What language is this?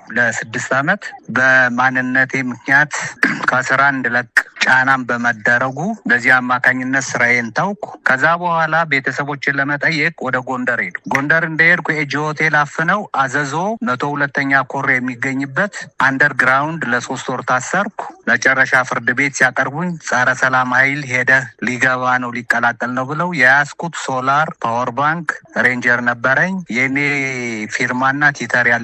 Amharic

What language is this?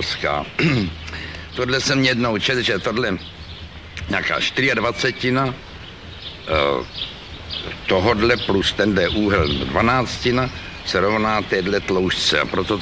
Czech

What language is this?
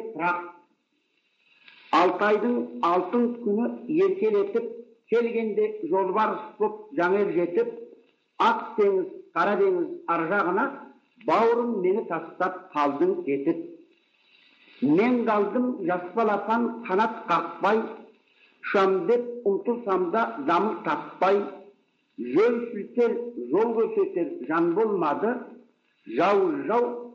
Kazakh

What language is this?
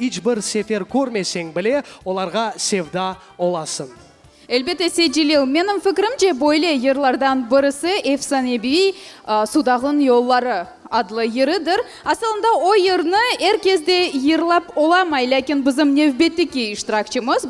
Crimean Tatar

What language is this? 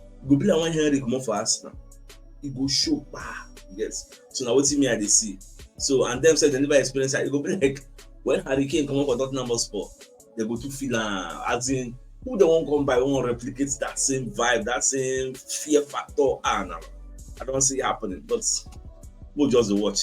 Nigerian Pidgin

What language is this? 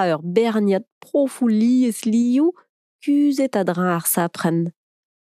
Breton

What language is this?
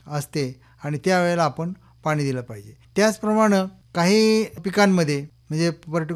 Marathi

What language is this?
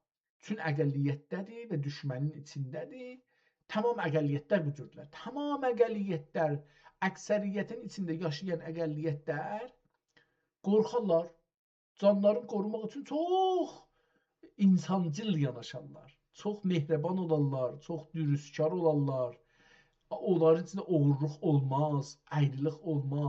South Azerbaijani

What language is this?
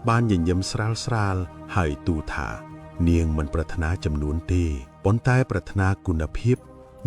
Khmer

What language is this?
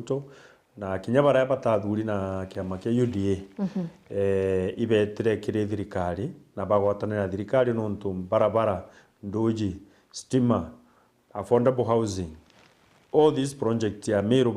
Meru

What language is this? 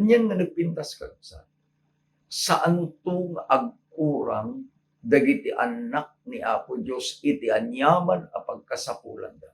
Iloko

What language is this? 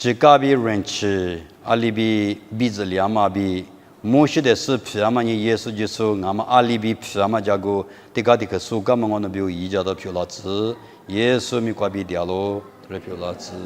Lisu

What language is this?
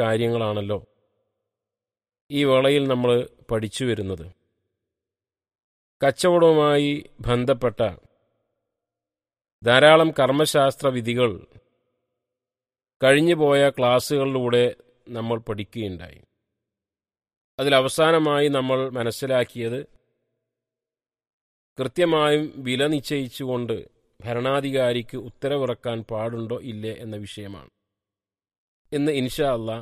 Malayalam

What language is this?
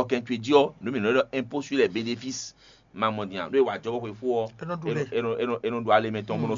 Fon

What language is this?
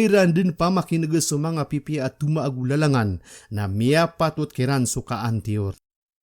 Maranao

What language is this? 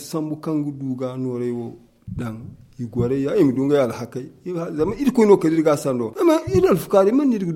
Zarma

